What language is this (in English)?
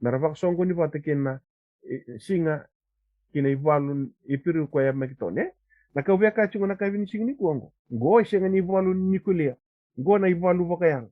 Fijian